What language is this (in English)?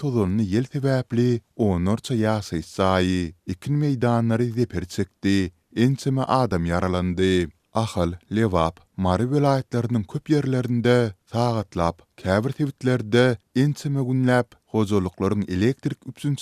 Turkmen